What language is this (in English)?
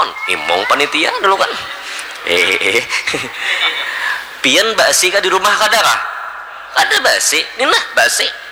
Banjar